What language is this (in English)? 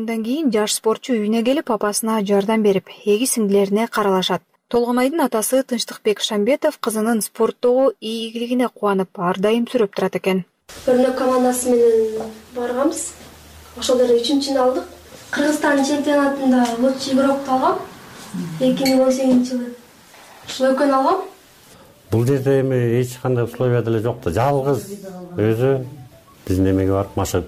Kyrgyz